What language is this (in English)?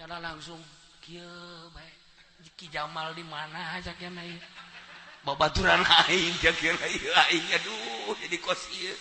Sundanese